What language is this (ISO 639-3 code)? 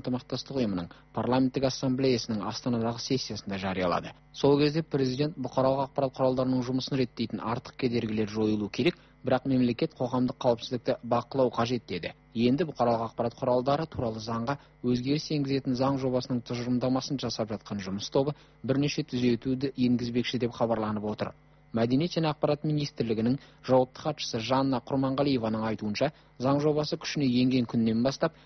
kaz